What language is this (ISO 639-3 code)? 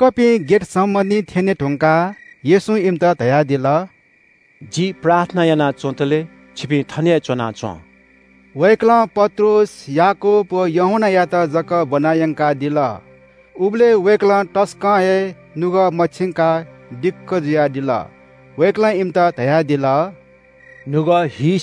new